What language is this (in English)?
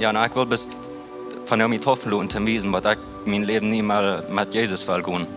Plautdietsch